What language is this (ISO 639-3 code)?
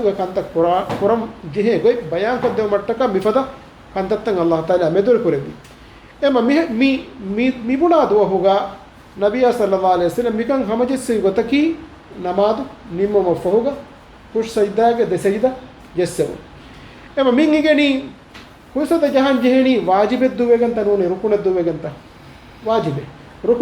div